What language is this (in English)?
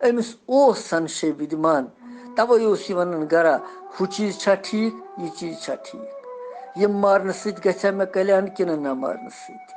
Kashmiri